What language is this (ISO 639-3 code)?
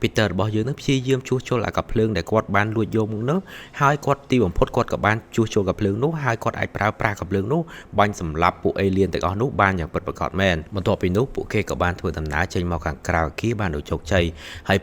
khm